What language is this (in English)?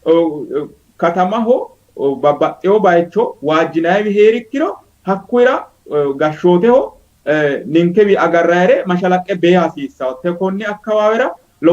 Sidamo